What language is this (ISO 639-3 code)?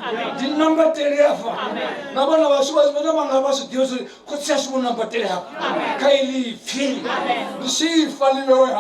ven